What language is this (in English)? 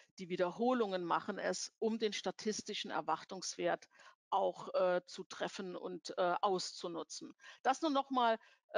German